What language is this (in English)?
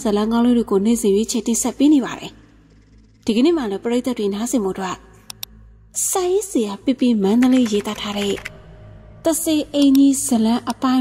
Burmese